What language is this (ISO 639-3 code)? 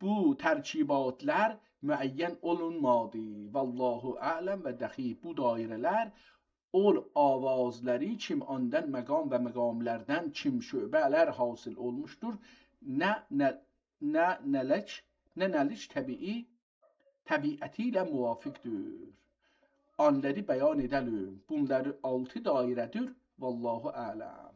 azb